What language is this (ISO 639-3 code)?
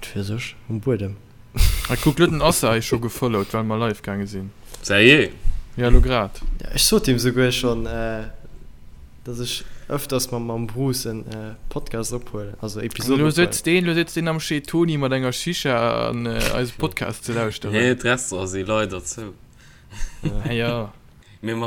ltz